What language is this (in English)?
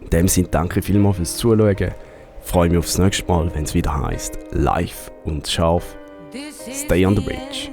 Swiss German